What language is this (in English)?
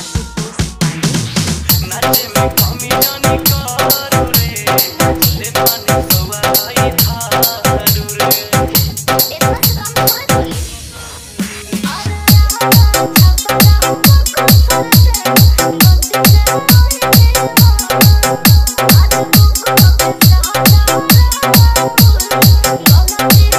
Bhojpuri